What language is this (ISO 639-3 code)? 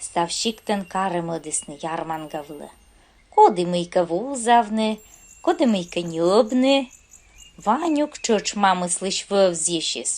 kom